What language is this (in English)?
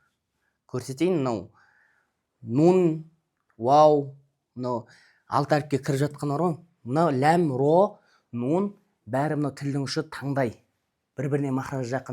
Kazakh